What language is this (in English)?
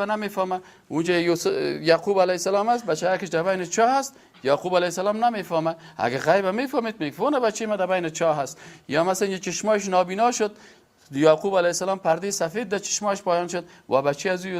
Persian